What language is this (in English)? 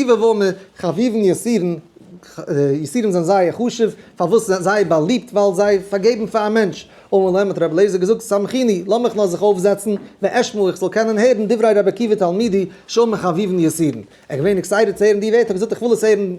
Yiddish